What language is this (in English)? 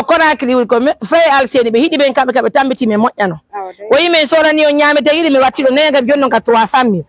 Pular